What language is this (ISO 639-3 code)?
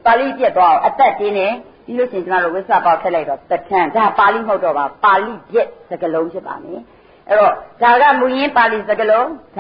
mya